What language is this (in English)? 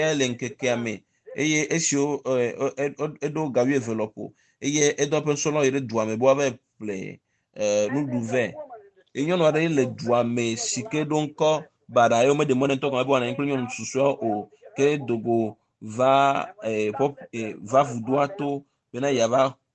Ewe